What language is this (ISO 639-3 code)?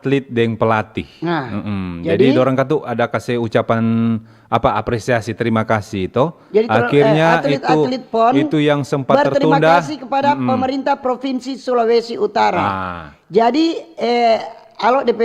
xmm